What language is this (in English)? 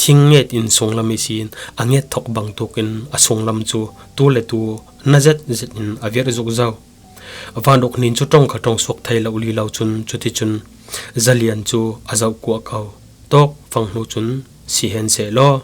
Falam Chin